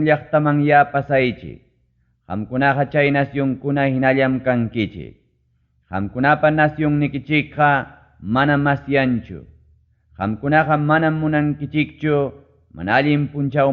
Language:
Ayacucho Quechua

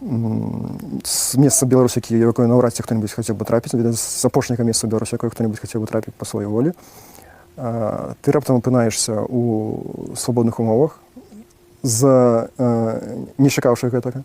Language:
Belarusian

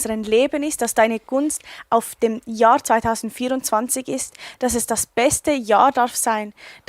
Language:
Swiss German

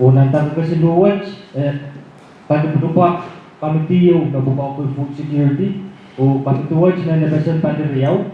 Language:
Pohnpeian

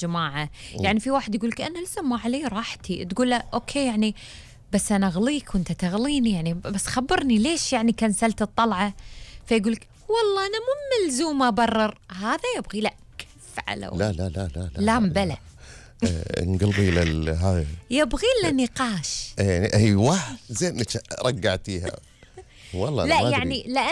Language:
Gulf Arabic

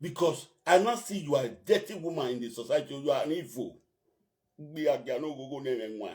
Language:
Nigerian Pidgin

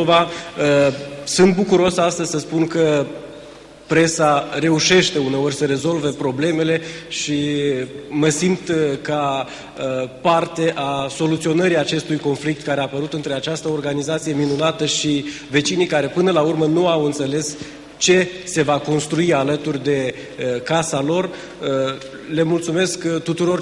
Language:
Romanian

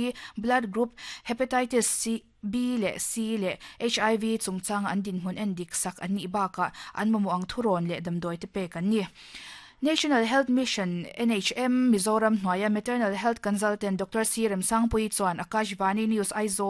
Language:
Mizo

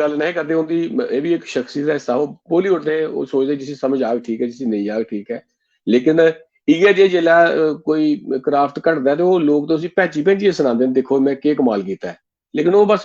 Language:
Dogri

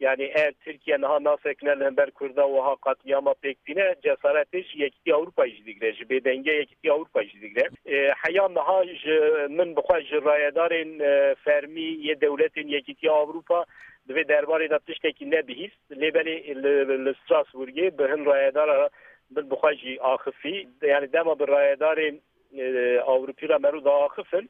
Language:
Kurdish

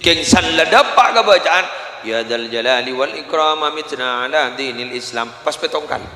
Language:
Madurese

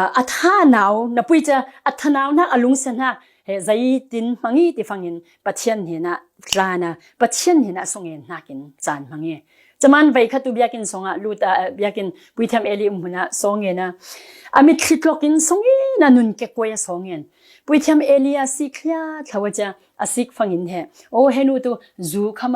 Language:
Falam Chin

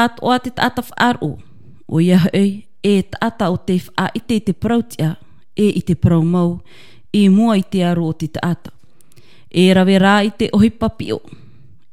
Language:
Tahitian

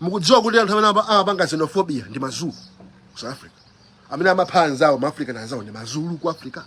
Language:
Nyanja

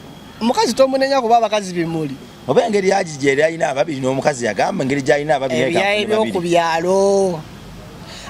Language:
Ganda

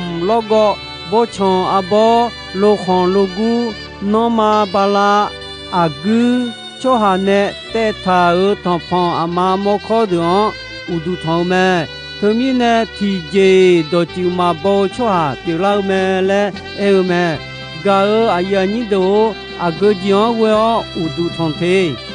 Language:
Akha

